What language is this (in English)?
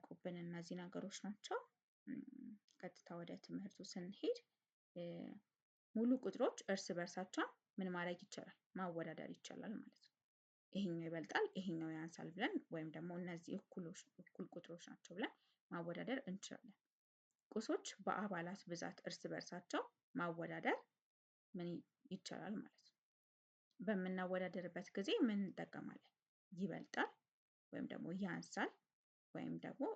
Amharic